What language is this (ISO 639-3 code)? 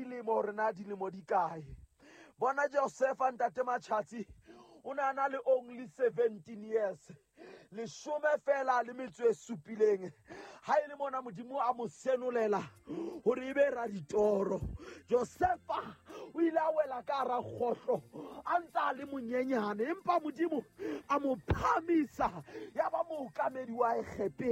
sot